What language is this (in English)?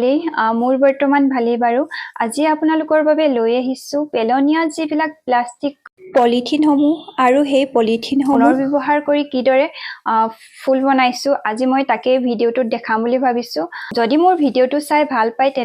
Assamese